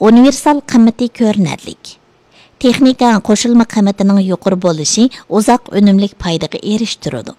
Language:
Uyghur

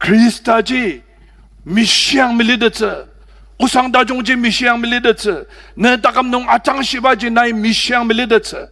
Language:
Ao Naga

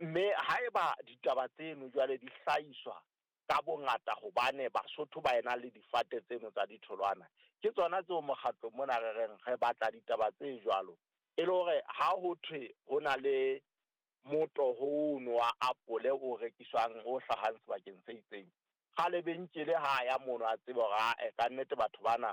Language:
Southern Sotho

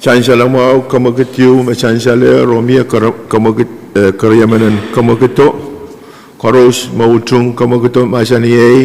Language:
Pohnpeian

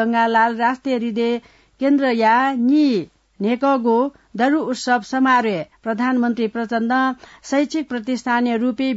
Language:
Newari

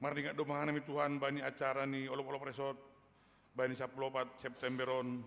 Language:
Batak Simalungun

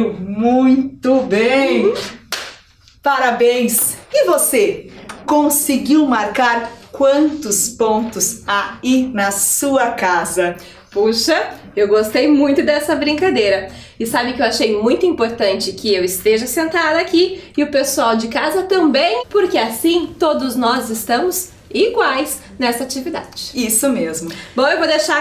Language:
Portuguese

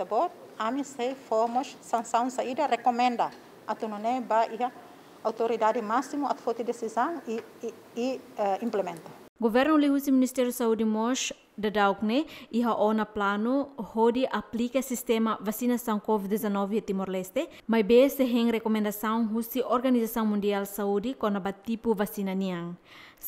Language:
Tetum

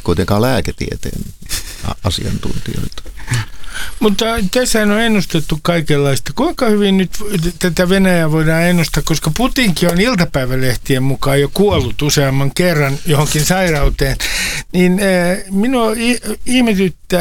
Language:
Finnish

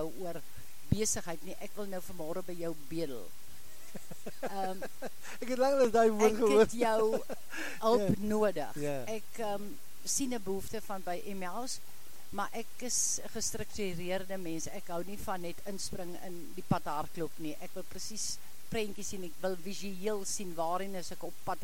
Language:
Afrikaans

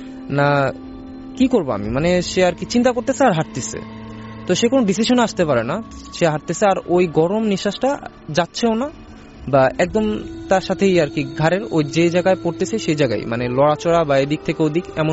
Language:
Bangla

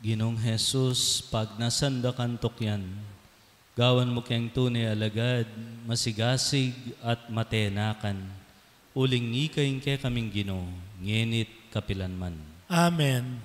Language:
Pampanga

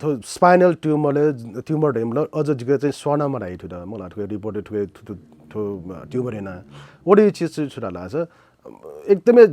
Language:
Newari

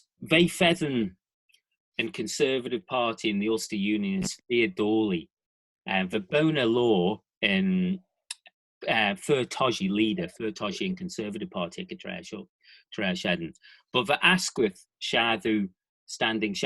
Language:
Manx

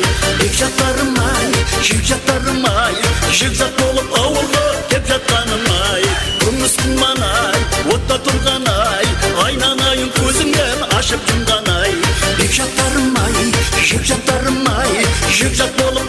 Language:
Kara-Kalpak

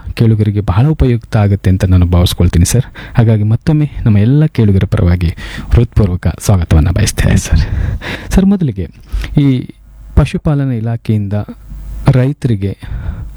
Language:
Kannada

